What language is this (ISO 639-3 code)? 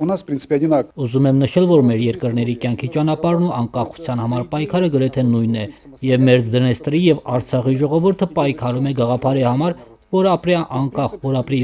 hye